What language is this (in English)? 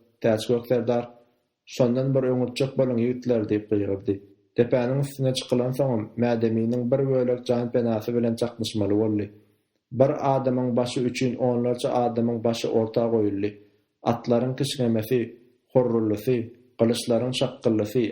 Turkmen